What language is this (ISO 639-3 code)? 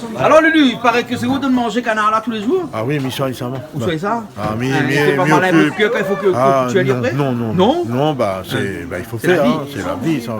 rcf